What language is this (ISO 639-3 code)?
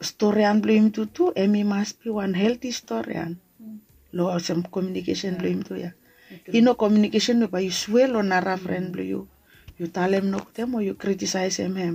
bis